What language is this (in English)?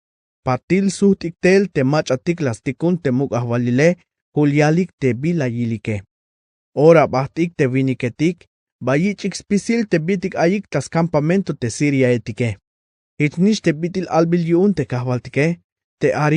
Tzeltal